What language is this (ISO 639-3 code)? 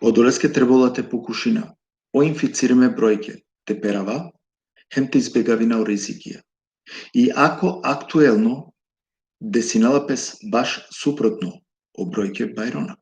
rmn